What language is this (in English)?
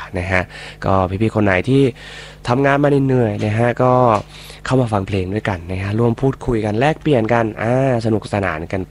Thai